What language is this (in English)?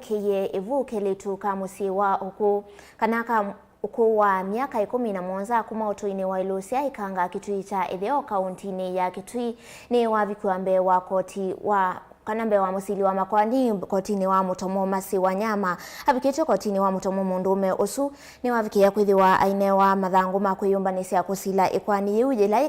Kamba